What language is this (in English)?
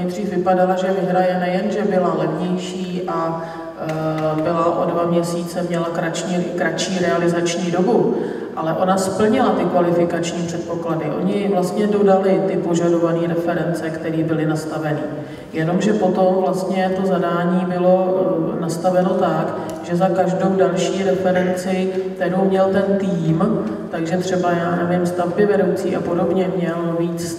Czech